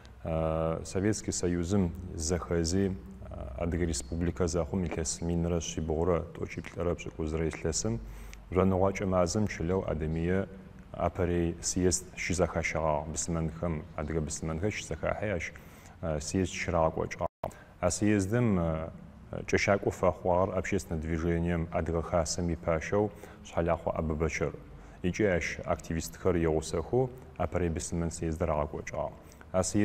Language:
Adyghe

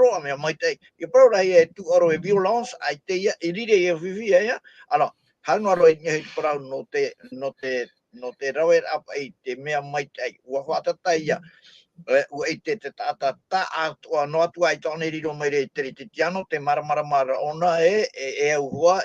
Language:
Tahitian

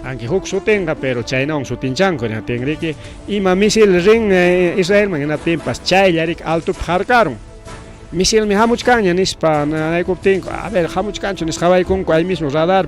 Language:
Ayacucho Quechua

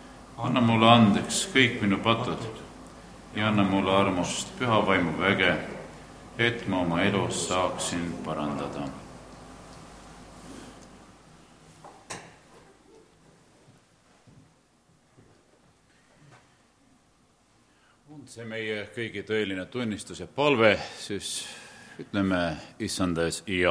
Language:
Estonian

